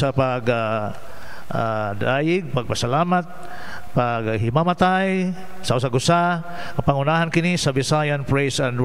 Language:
Cebuano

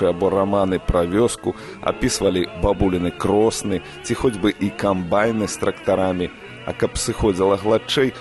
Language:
Belarusian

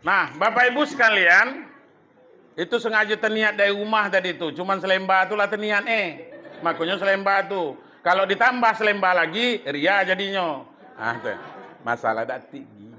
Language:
Minangkabau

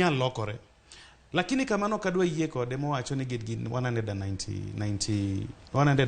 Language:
Luo (Kenya and Tanzania)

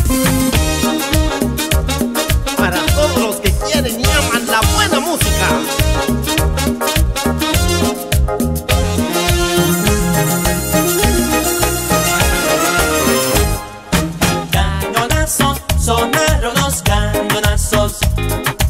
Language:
Spanish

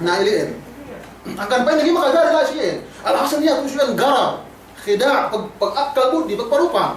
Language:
Yakan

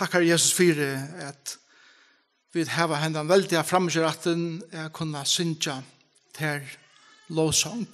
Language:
Faroese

